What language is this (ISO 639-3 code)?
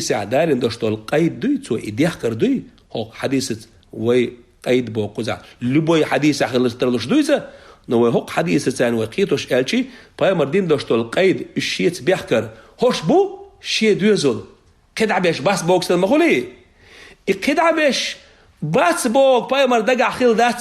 che